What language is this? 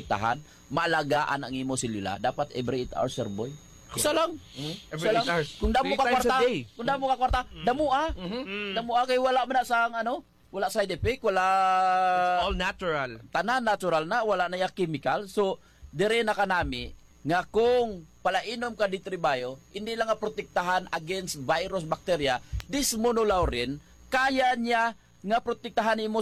Hiligaynon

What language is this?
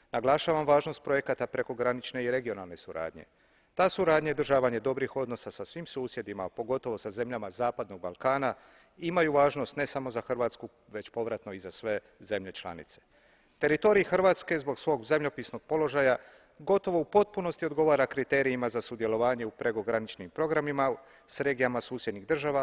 Croatian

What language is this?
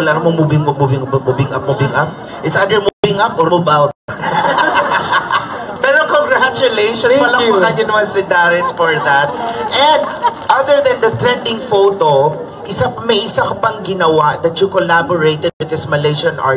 Filipino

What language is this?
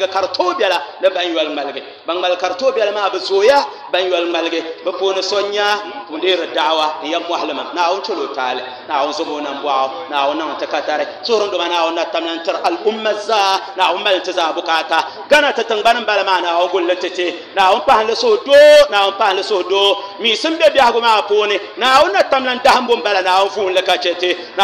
Dagbani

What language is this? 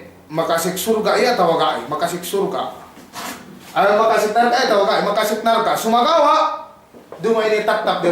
Yakan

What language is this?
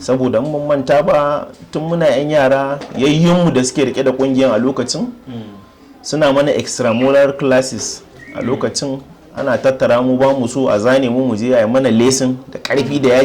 Hausa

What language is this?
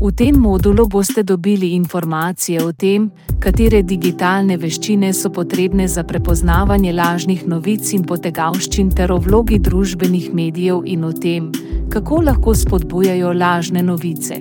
Slovenian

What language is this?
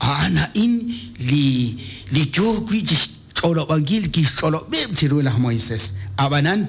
Kekchí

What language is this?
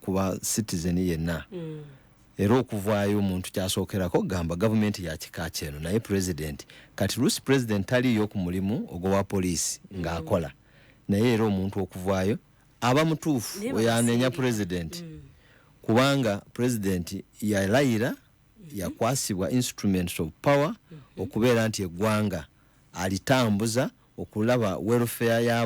Ganda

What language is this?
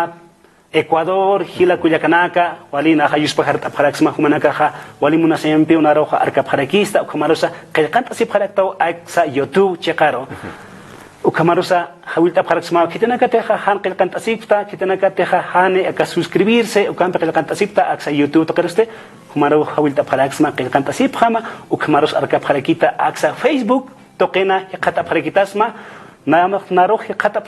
Aymara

